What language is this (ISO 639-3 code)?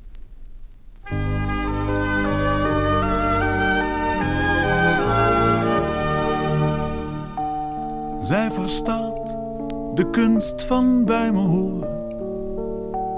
nld